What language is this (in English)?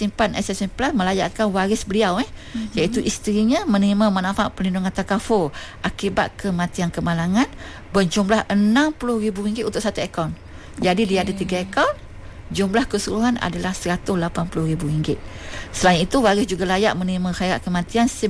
Malay